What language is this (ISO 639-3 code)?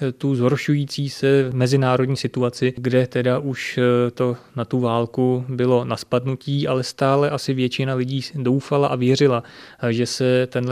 ces